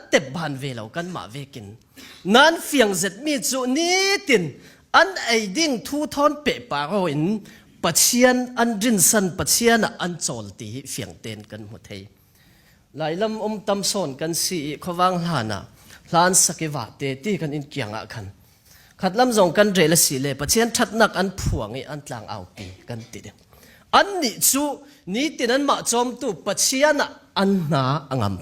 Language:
Falam Chin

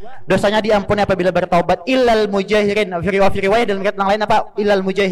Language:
Banjar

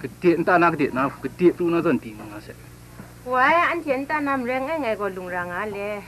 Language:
Kachin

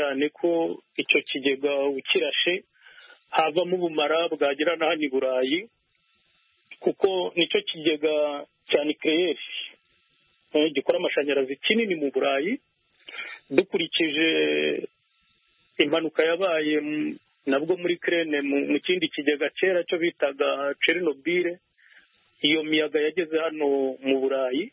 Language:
Kinyarwanda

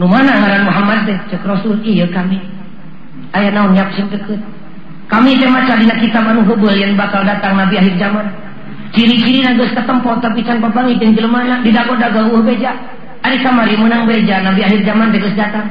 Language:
Sundanese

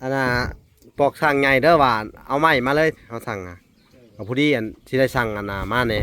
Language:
Lao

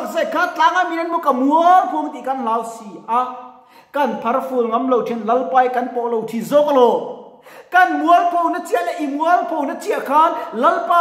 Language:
Mizo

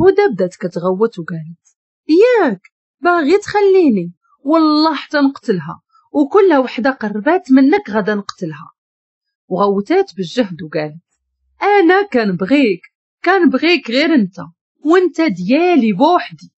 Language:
Moroccan Arabic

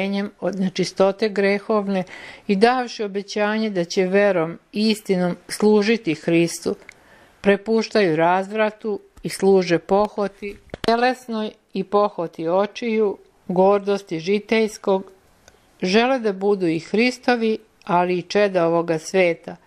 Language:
Serbian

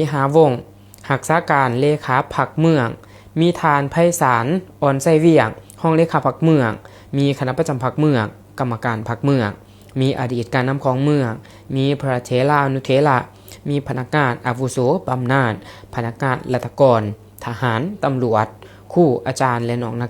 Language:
Lao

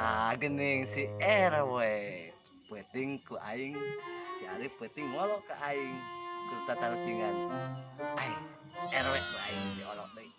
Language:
Sundanese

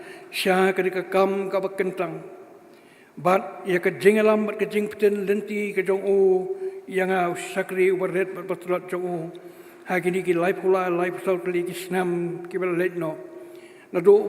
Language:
Khasi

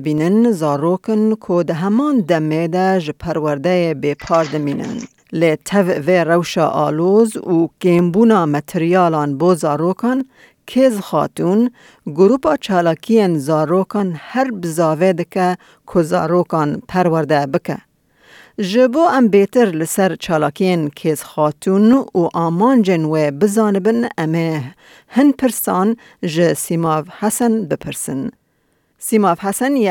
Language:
Kurdish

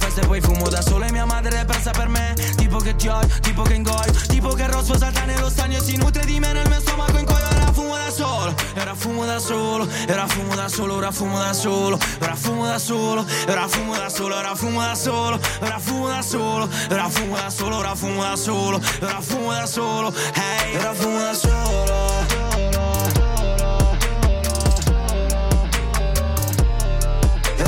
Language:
Italian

